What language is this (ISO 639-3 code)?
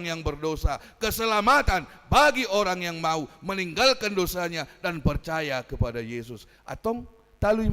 bbc